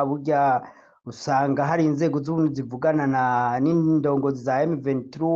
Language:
Rundi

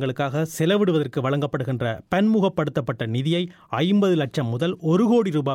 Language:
Tamil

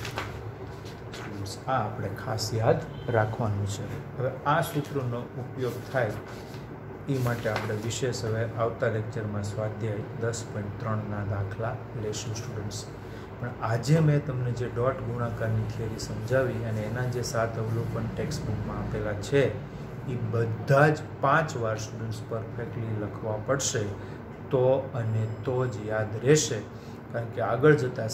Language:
Gujarati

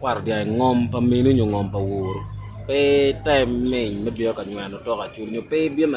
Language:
Acoli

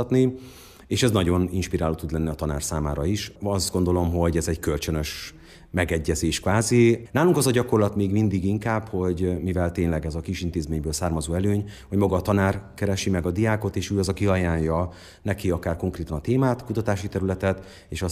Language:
Hungarian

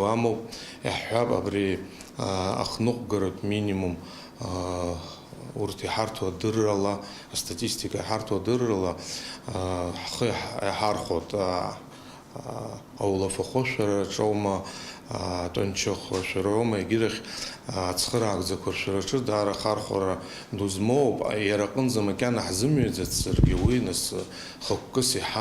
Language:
Abkhazian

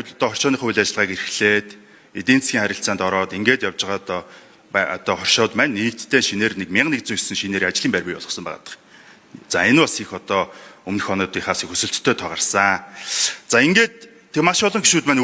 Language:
Mongolian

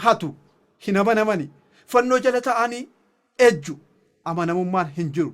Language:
Oromo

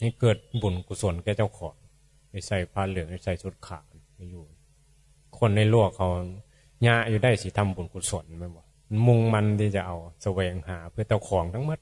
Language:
Northeastern Thai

